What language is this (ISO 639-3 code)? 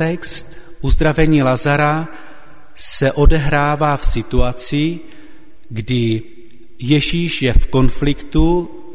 ces